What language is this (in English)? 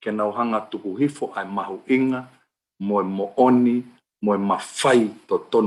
Tongan